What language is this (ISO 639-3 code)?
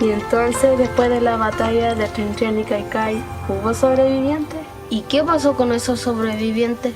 arn